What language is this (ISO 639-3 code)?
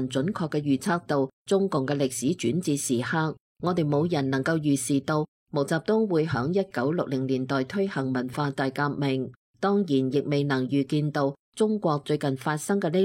yue